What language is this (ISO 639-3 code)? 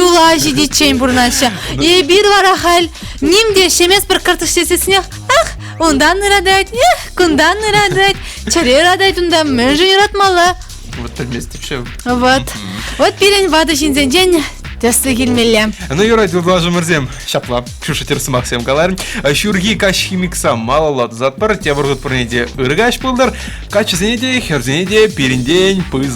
chv